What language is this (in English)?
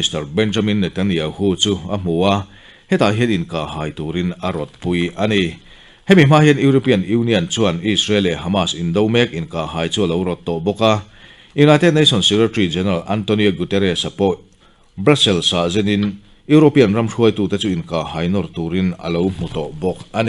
Mizo